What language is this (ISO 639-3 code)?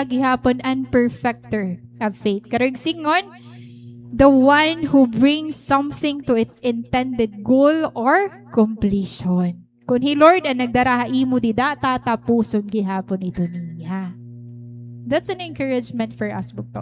war